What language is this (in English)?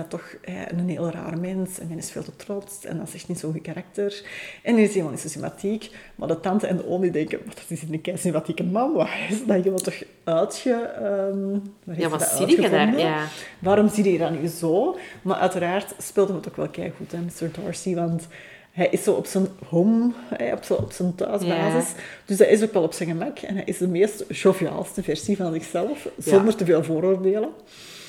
Dutch